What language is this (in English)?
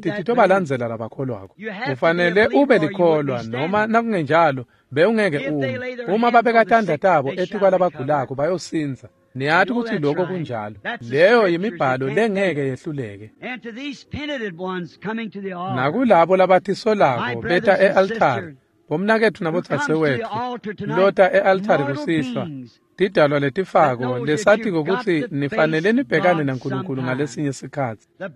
Swati